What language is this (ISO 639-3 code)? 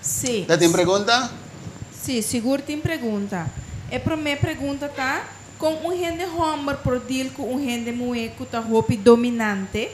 pap